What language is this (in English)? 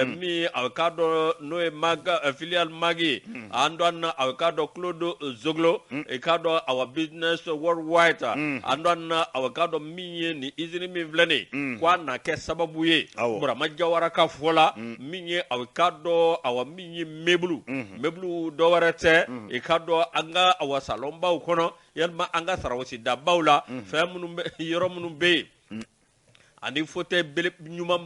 Bambara